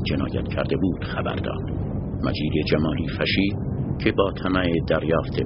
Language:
Persian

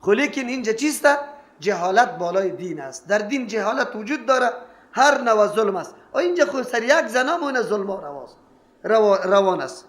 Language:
Persian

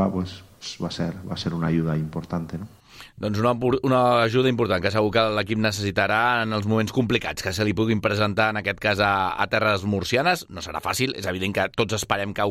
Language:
Catalan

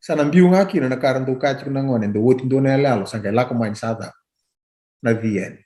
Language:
Fijian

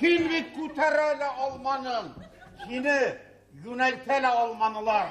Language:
Bashkir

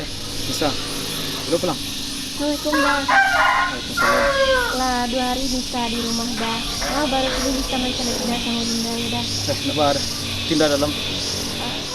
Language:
Minangkabau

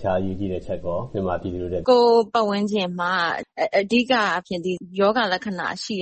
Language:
Burmese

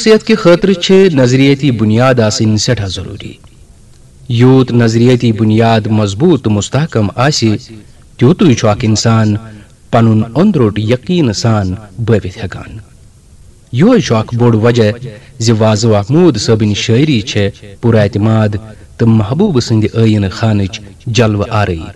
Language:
Kashmiri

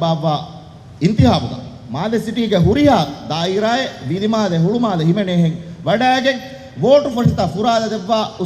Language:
Divehi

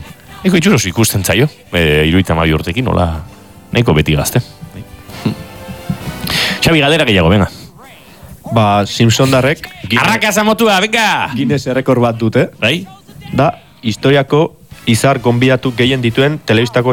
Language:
Basque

